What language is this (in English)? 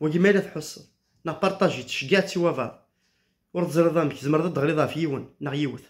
Kabyle